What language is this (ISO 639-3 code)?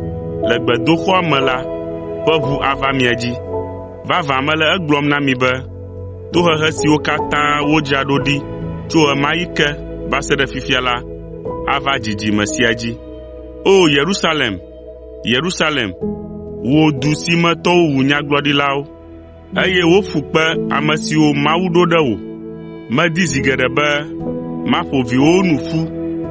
ewe